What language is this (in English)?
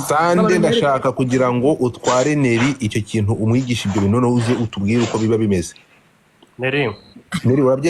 Kinyarwanda